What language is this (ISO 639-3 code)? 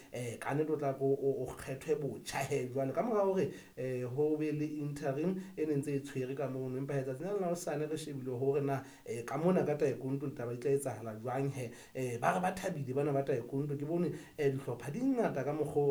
sot